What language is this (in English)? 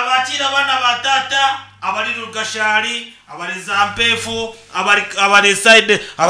Nyankole